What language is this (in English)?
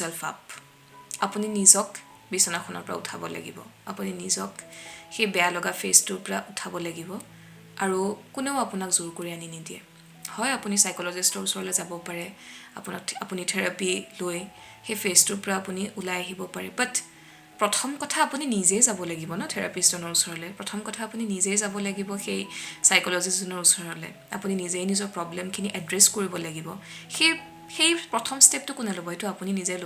Assamese